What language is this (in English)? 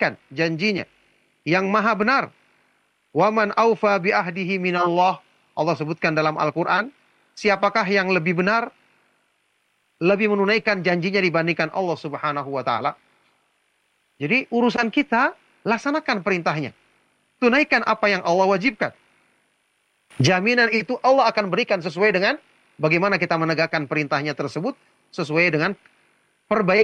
Indonesian